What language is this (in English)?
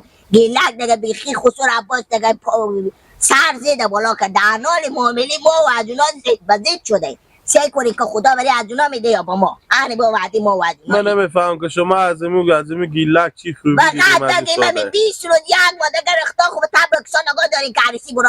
Hazaragi